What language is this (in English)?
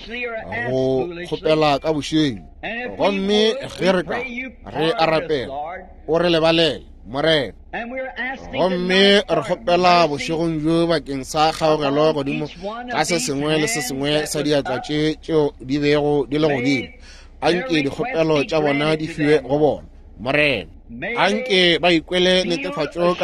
Northern Sotho